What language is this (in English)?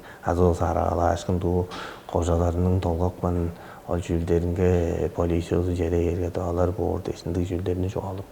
Tuvinian